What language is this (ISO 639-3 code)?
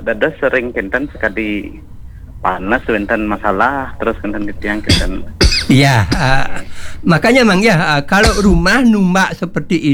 ban